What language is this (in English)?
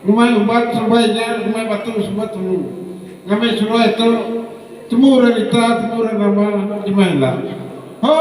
Iban